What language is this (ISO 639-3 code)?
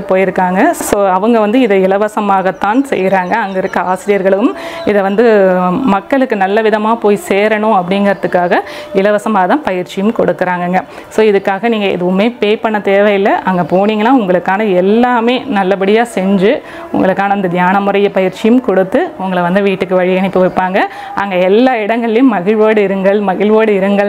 tam